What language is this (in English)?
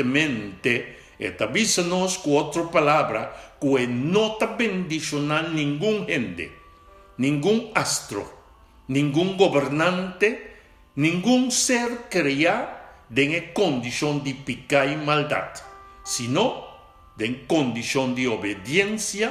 Papiamento